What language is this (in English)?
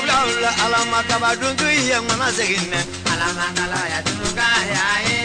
Bambara